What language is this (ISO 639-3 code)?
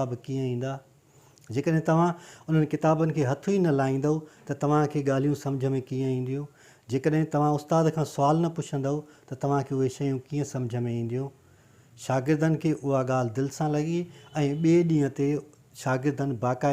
snd